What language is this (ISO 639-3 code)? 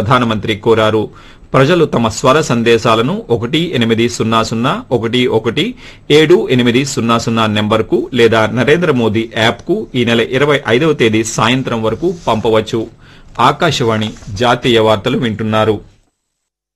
tel